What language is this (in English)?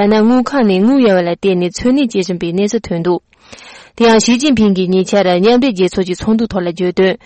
Tibetan